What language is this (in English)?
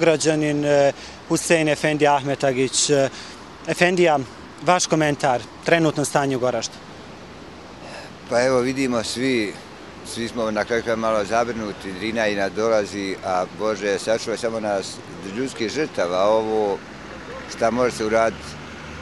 Bosnian